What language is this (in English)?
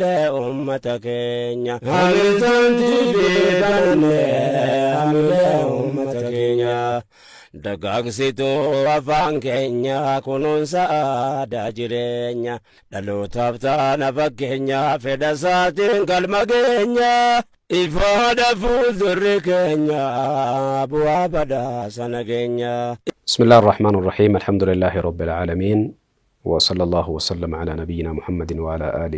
Oromo